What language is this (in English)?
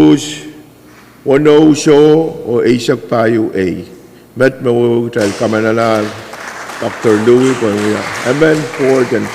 Pohnpeian